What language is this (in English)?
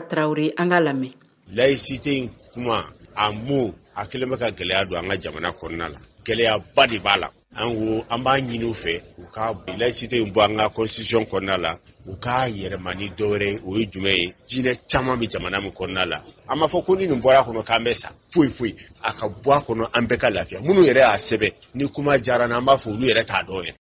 Bambara